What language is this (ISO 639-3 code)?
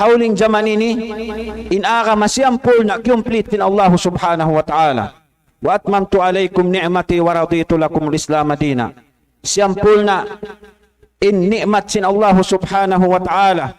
tsg